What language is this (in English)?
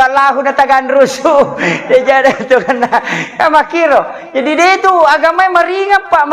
Buginese